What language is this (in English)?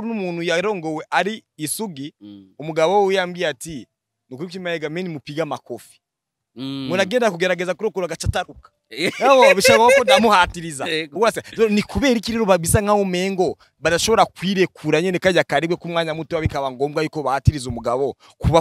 Rundi